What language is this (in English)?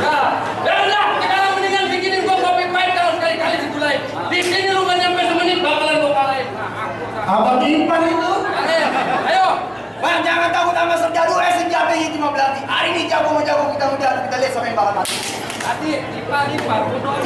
Betawi